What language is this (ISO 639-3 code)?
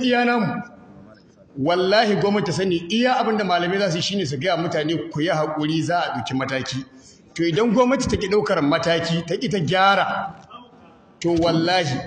hau